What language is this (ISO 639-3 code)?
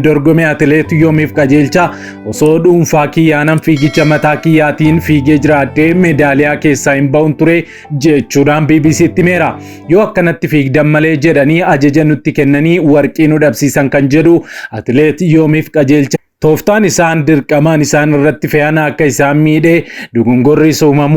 orm